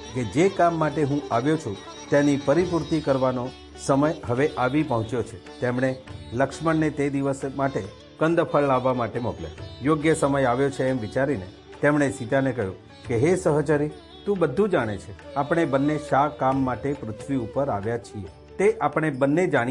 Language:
Gujarati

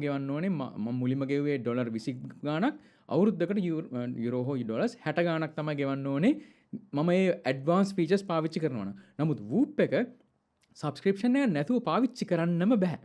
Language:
Sinhala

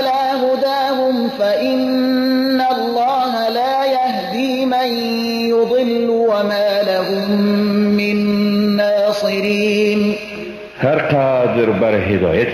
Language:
Persian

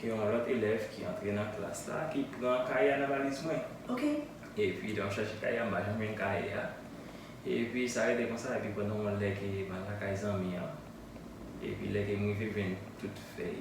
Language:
Haitian Creole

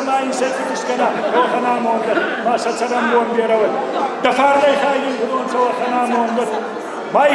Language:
Ossetic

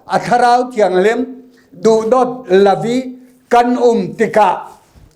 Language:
Falam Chin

